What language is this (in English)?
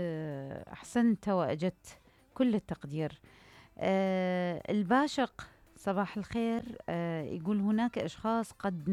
Mesopotamian Arabic